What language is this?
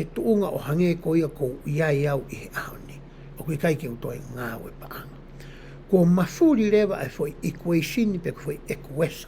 Tongan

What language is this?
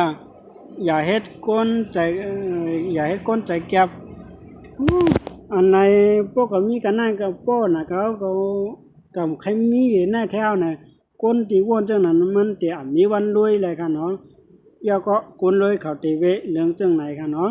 Shan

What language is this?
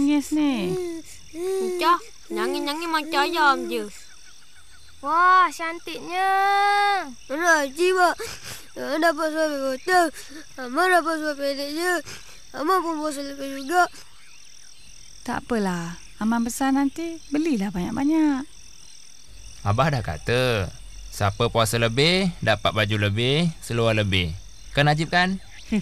Malay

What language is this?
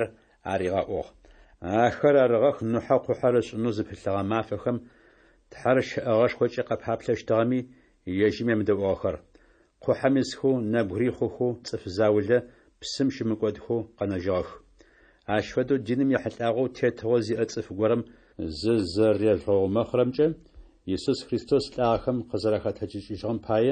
Adyghe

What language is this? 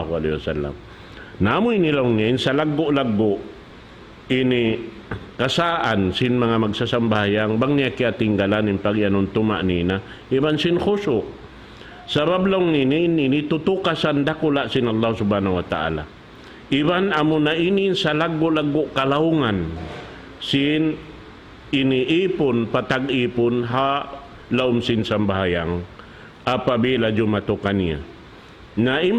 Tausug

